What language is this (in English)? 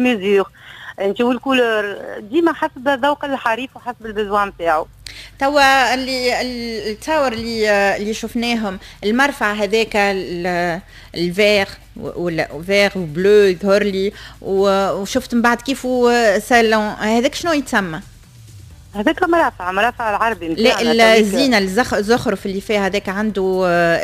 Tunisian Arabic